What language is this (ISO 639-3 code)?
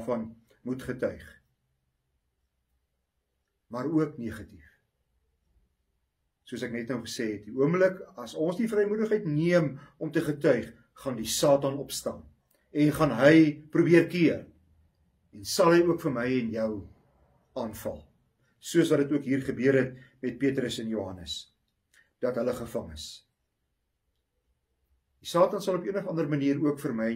afr